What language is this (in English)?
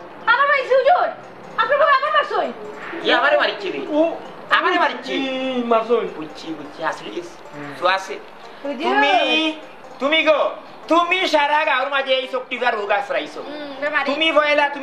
Sylheti